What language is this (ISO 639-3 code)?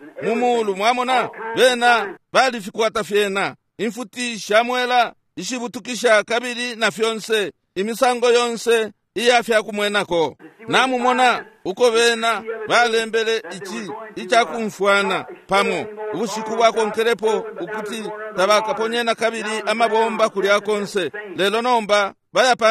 bem